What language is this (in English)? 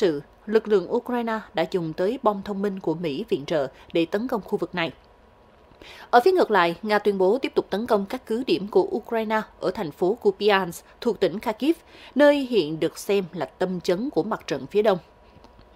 Vietnamese